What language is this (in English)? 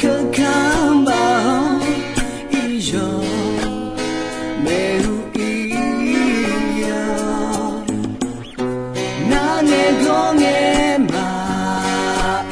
Akha